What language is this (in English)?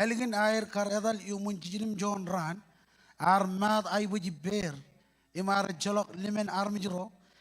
Marshallese